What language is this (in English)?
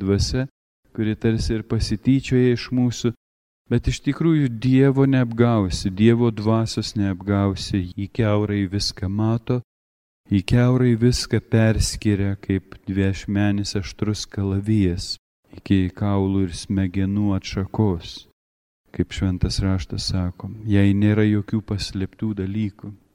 Lithuanian